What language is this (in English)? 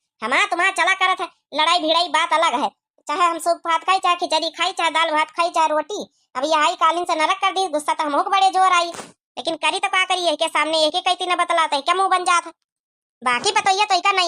Awadhi